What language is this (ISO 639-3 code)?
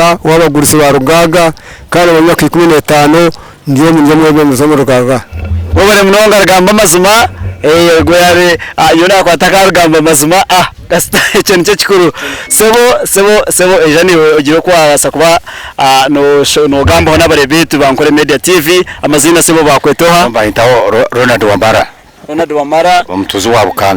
nyn